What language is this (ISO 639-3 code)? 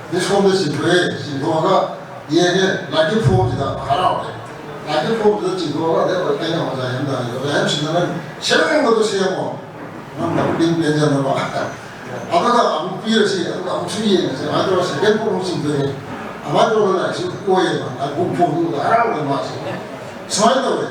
mni